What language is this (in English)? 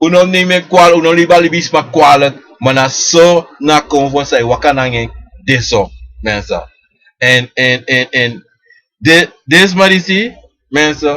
Sranan Tongo